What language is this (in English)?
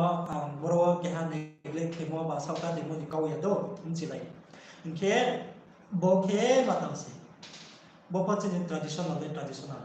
Riang (India)